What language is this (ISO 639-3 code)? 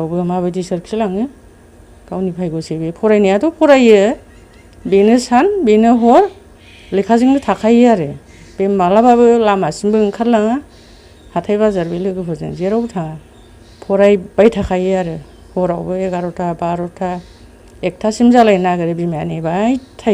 brx